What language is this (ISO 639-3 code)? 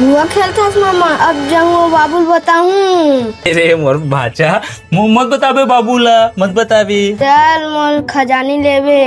hne